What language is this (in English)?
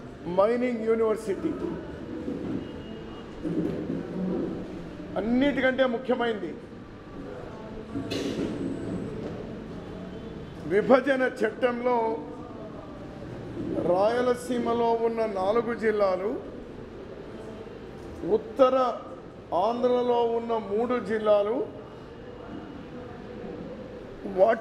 Telugu